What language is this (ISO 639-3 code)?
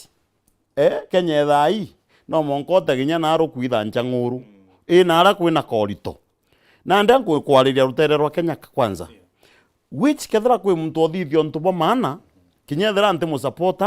mer